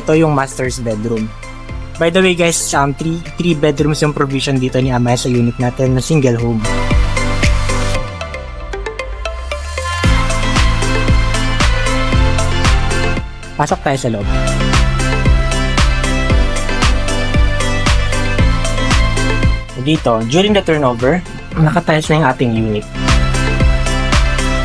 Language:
Filipino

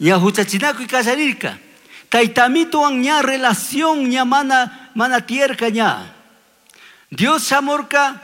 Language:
Chimborazo Highland Quichua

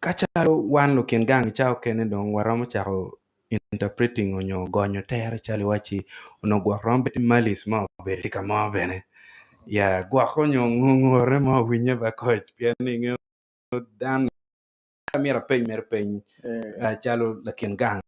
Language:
Acoli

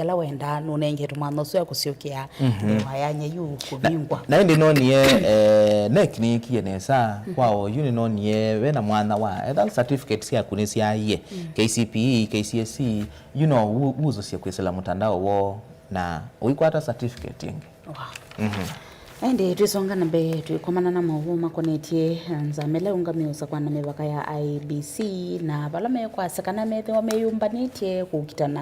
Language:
Kamba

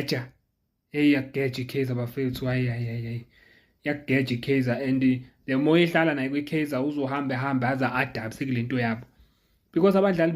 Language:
Zulu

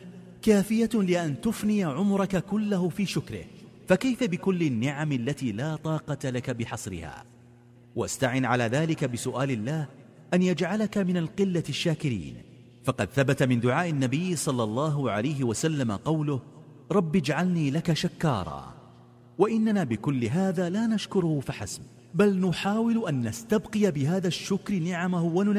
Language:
Arabic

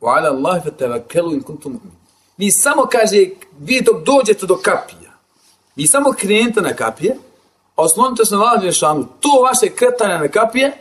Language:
Bosnian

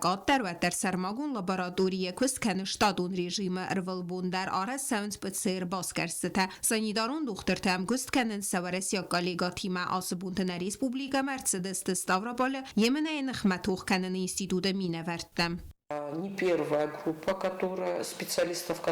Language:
Ossetic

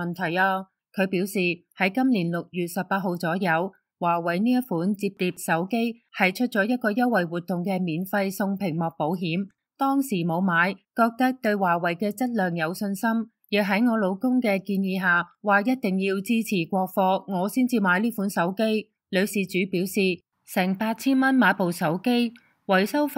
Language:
Cantonese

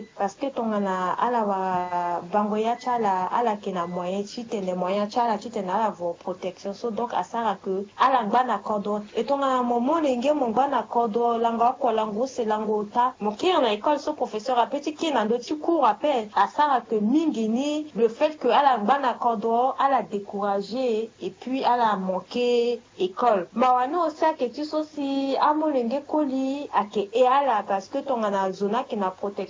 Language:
Sango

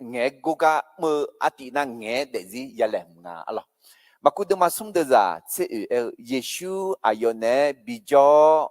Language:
Akha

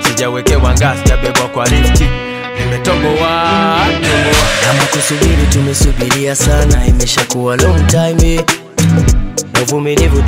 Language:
Swahili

